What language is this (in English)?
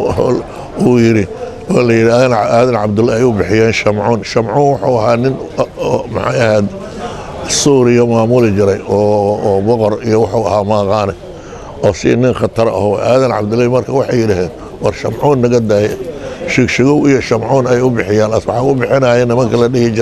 Somali